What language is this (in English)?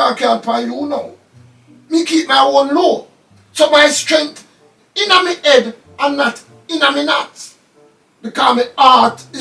Jamaican Creole English